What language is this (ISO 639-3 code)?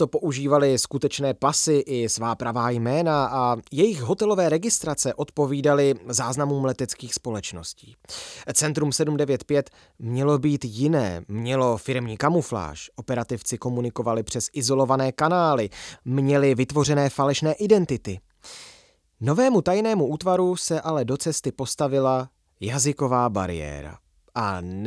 ces